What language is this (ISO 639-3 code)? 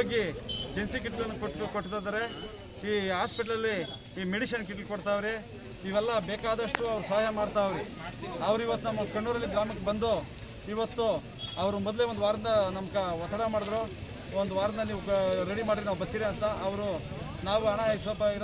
kan